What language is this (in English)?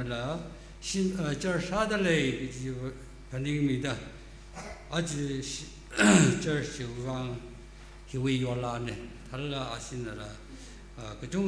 Tangkhul Naga (India)